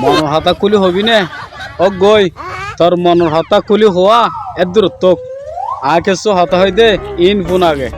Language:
Rohingya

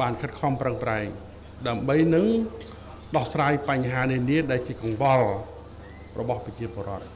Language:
Khmer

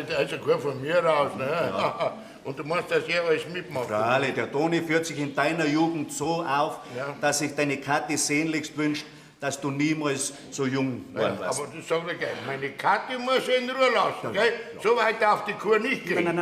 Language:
Bavarian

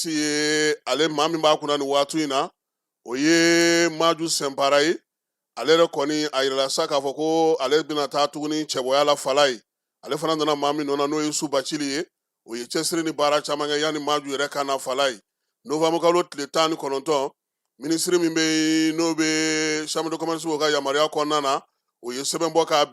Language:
Bambara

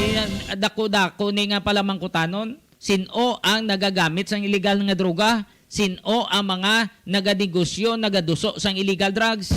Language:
Hiligaynon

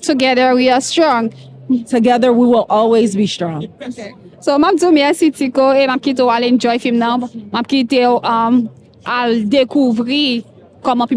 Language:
Haitian Creole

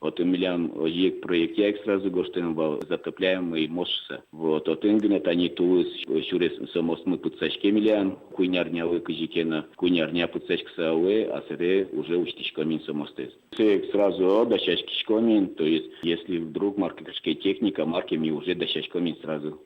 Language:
Udmurt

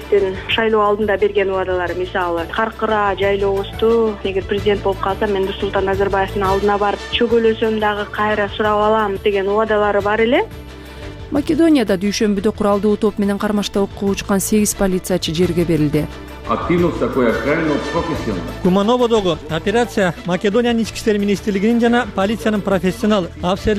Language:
Kyrgyz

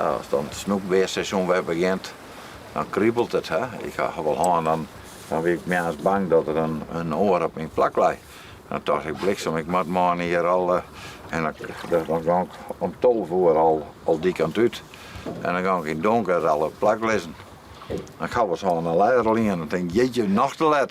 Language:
Western Frisian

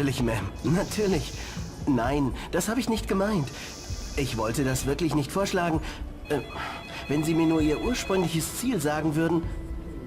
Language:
Bavarian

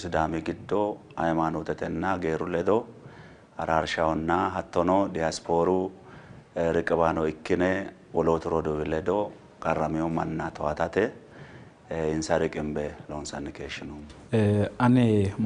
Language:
Sidamo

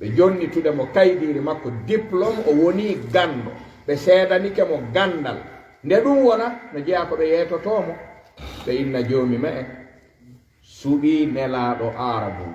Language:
Fula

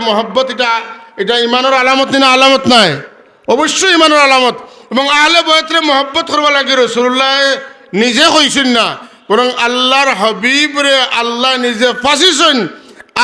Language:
Sylheti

